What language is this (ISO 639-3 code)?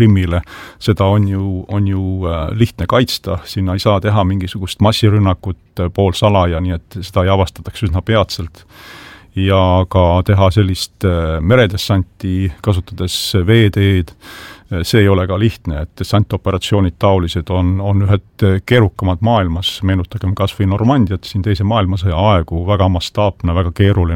est